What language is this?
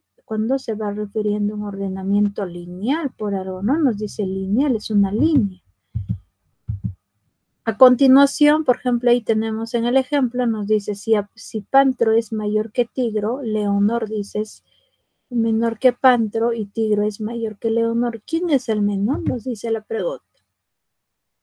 Spanish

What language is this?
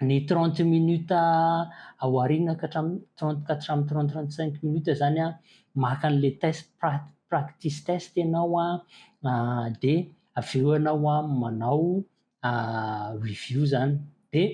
Malagasy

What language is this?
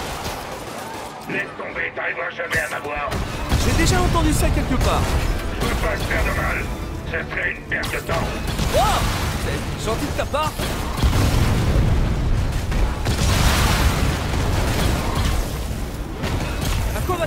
French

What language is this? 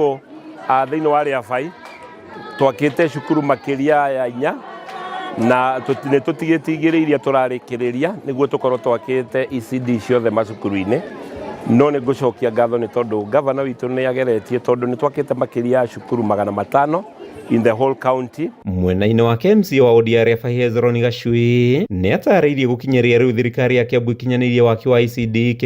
Kikuyu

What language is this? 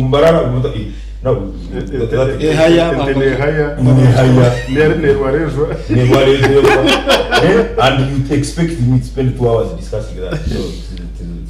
Nyankole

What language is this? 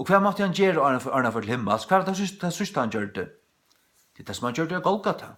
Faroese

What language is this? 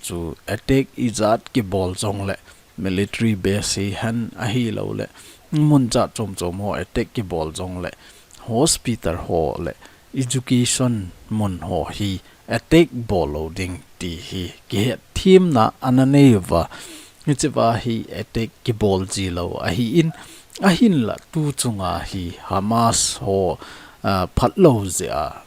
Thado Chin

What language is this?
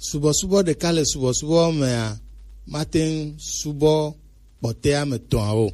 Gen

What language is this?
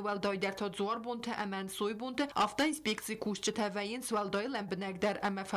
Ossetic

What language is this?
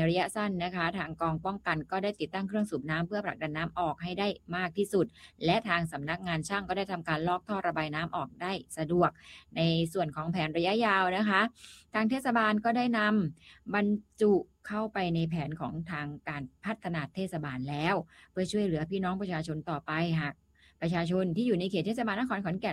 Thai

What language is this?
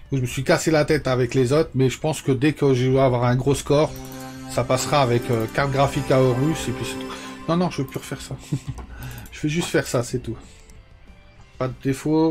French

